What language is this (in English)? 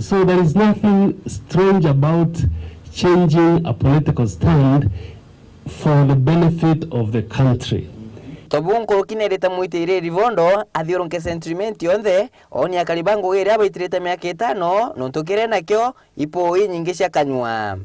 Meru